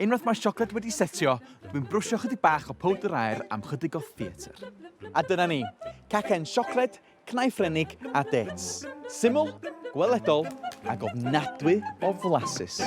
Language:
Welsh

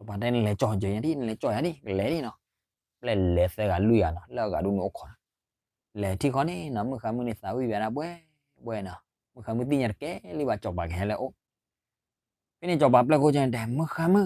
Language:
S'gaw Karen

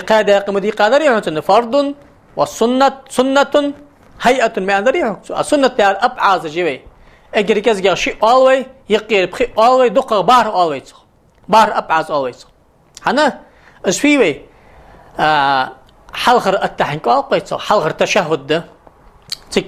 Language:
Ingush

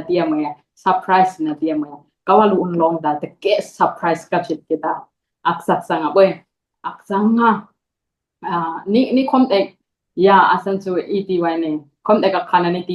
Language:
Dimasa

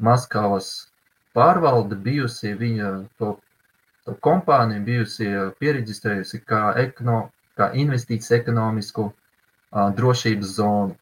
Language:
Latvian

